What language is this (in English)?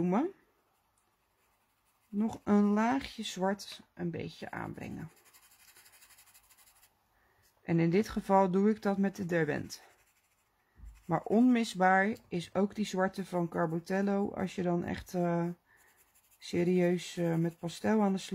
Dutch